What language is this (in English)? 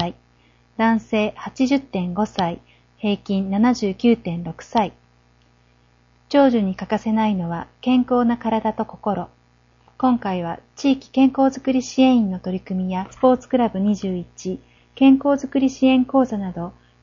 Japanese